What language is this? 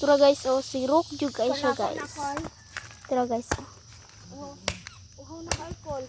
Cebuano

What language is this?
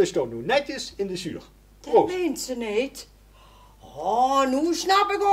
Limburgish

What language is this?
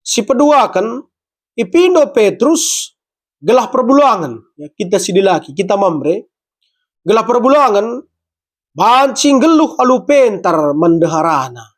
Batak Karo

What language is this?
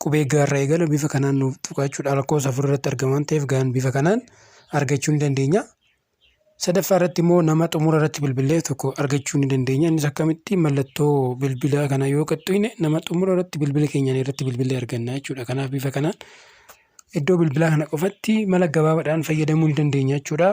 Oromo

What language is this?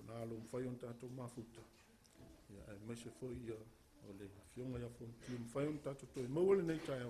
Samoan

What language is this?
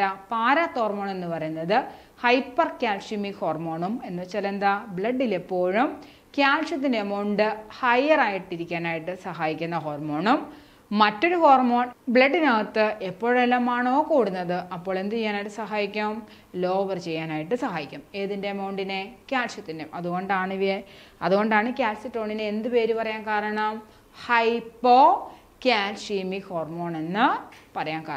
Malayalam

